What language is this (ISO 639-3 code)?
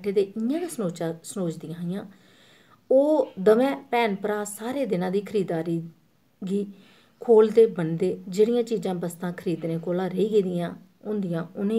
doi